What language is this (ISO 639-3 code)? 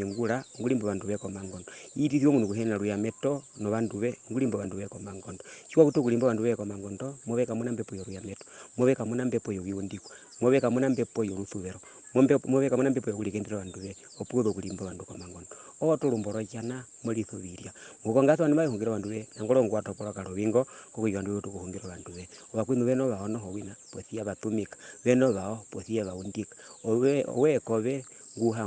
her